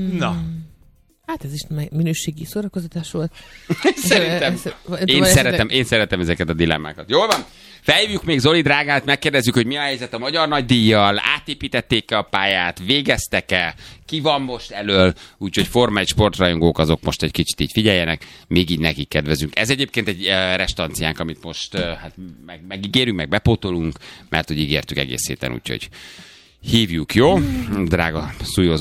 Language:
Hungarian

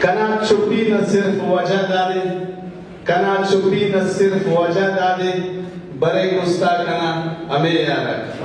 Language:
Brahui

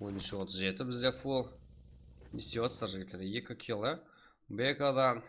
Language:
Kara-Kalpak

